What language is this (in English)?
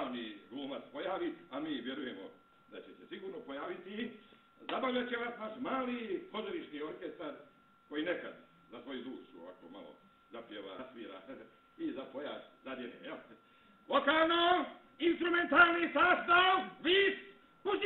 Bosnian